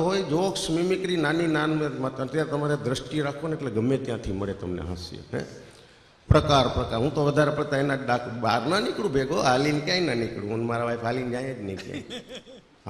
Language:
Gujarati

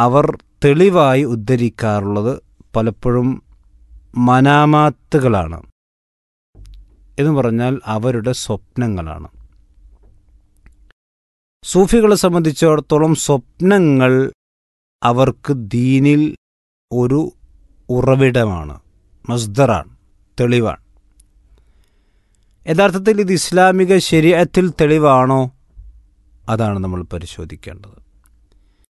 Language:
Malayalam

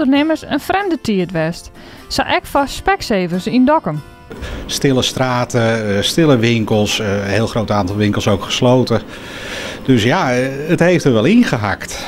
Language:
Western Frisian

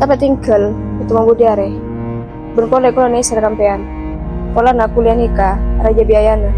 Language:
Madurese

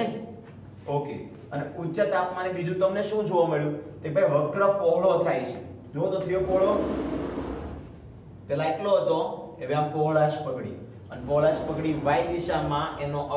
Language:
Gujarati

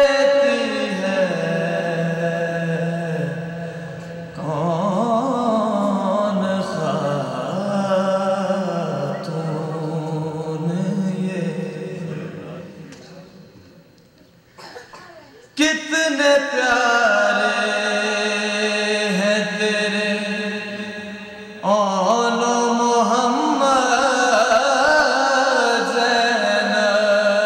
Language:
Urdu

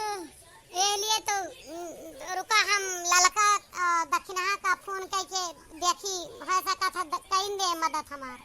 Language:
Awadhi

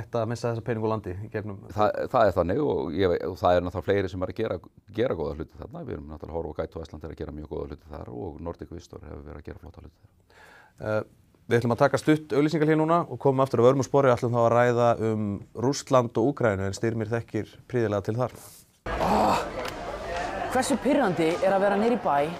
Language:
Icelandic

